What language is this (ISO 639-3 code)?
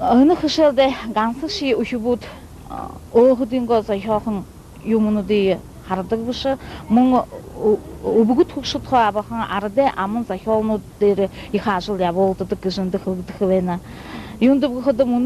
bua